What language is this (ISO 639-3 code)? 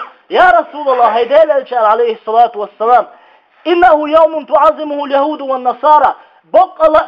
che